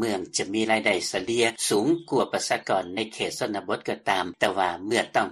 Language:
Lao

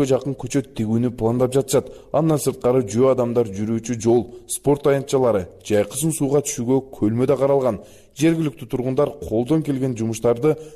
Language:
Kyrgyz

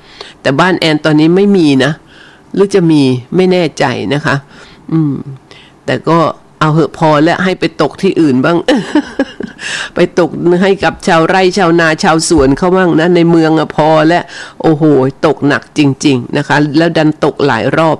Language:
Thai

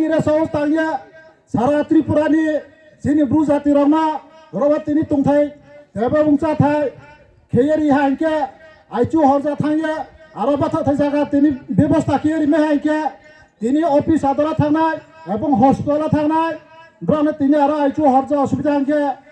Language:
Riang (India)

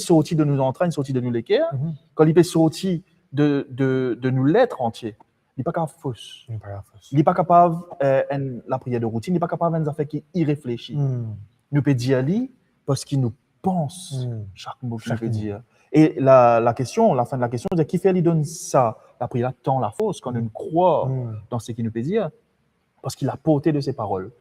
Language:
Morisyen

